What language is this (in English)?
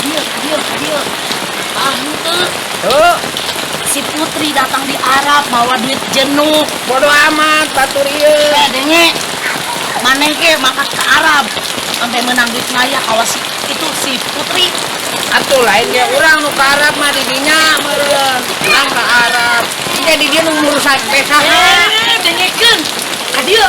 Sundanese